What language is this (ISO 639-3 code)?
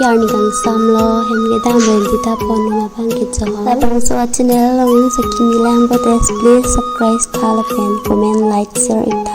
mjw